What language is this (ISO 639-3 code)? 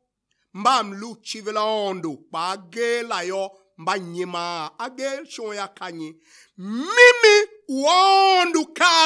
tiv